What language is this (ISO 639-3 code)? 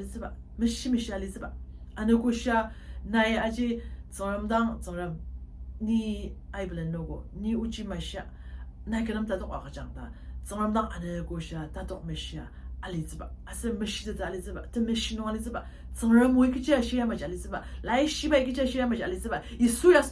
njo